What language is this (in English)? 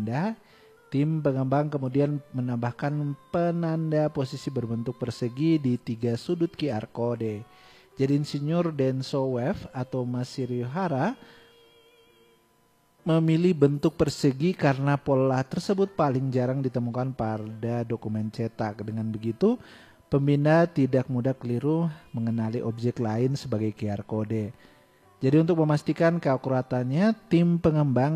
Indonesian